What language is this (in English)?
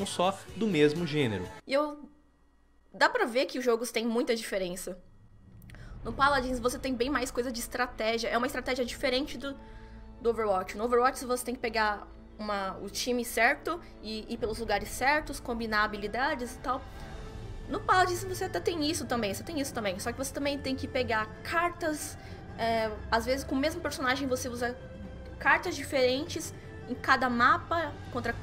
Portuguese